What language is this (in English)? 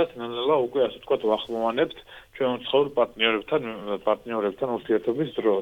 Georgian